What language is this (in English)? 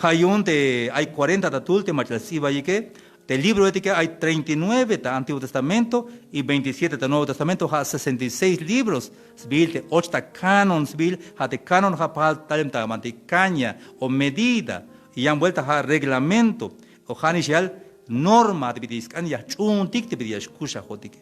Tzeltal